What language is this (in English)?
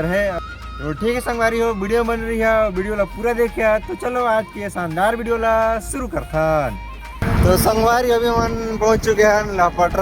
Chhattisgarhi